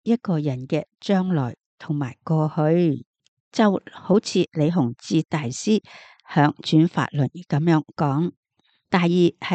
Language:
Cantonese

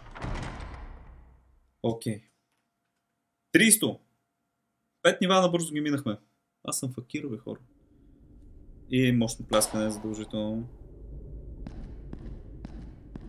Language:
Bulgarian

